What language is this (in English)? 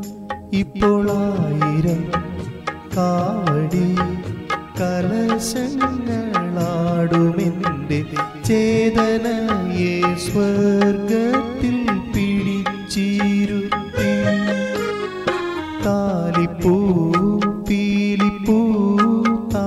Malayalam